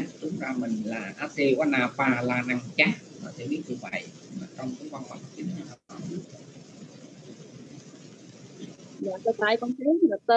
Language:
Vietnamese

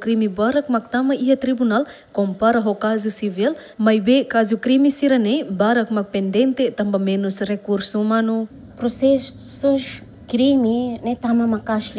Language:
Tetum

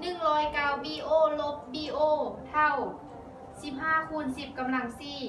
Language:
Lao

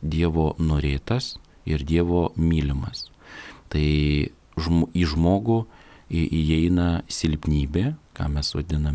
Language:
Lithuanian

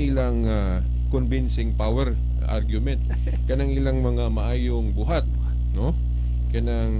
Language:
Cebuano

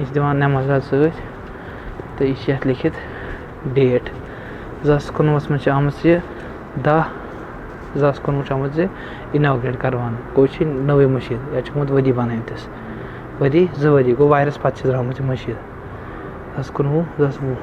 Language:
Kashmiri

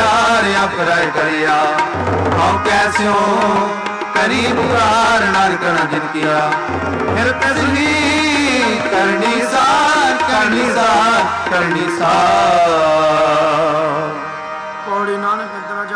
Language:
Punjabi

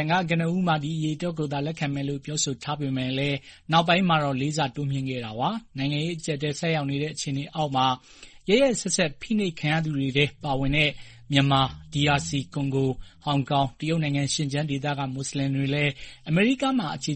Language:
Burmese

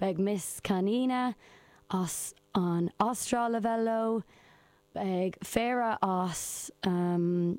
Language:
Irish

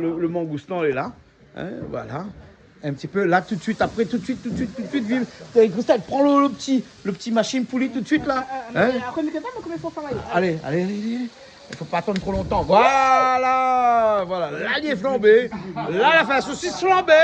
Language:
Réunion Creole French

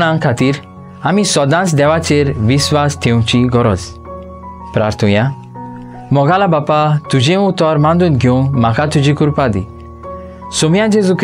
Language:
Konkani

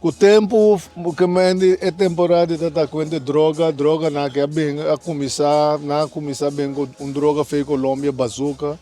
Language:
Papiamento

